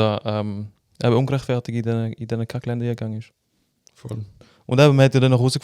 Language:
Swiss German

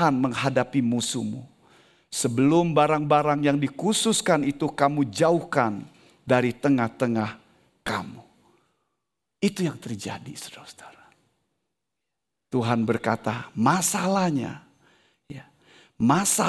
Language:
Indonesian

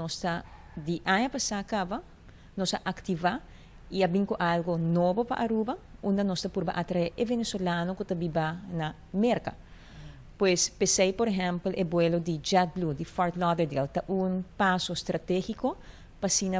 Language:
Papiamento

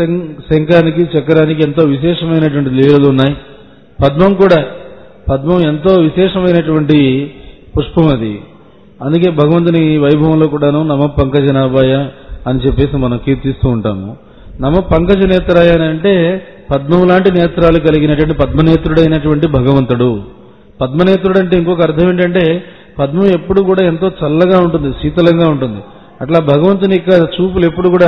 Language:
Telugu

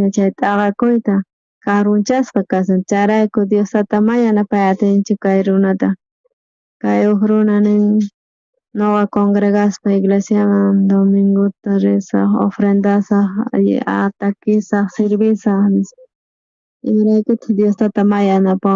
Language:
South Bolivian Quechua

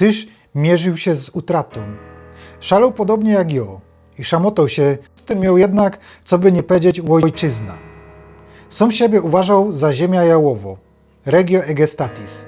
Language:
Silesian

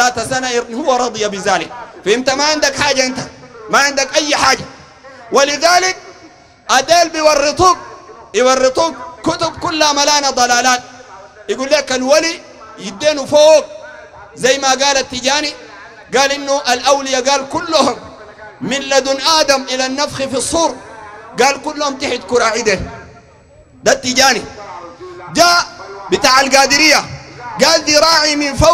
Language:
Sudanese Arabic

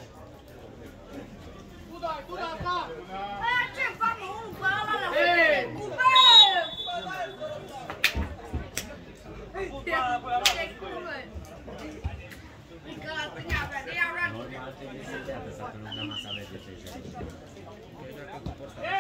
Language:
Romanian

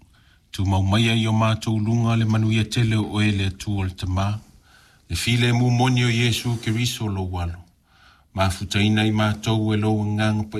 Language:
Samoan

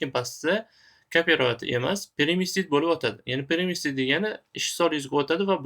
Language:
Uzbek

